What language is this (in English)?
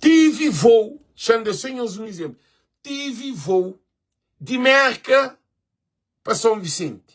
Kabuverdianu